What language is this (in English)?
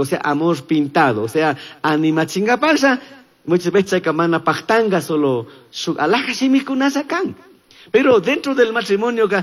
Chimborazo Highland Quichua